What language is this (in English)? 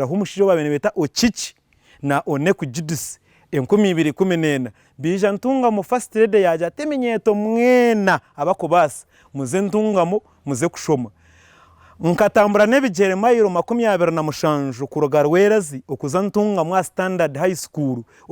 Nyankole